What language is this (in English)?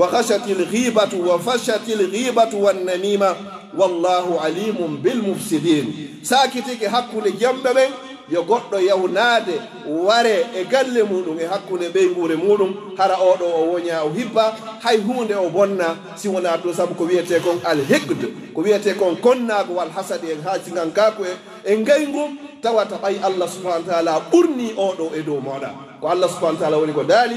Pular